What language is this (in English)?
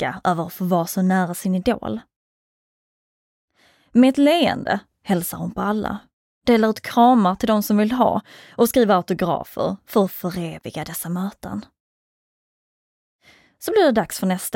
Swedish